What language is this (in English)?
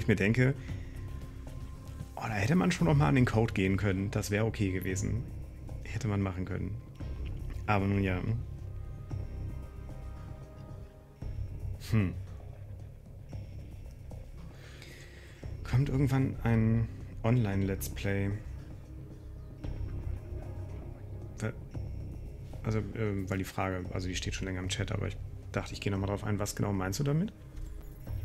German